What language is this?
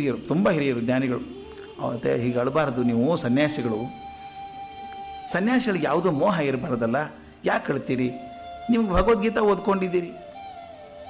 Kannada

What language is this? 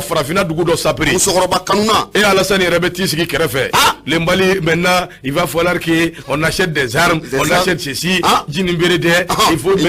Bambara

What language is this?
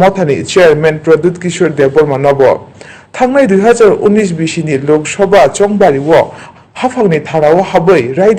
Kok Borok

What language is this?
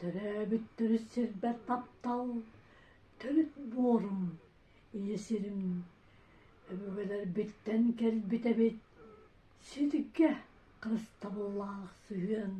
Yakut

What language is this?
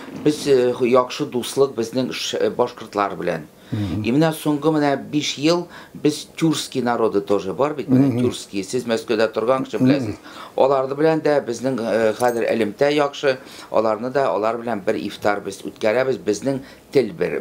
Tatar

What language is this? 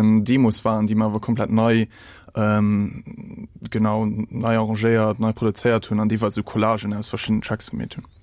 Luxembourgish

